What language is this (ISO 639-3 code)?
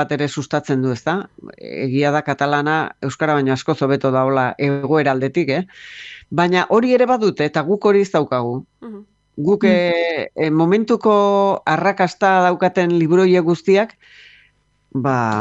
eus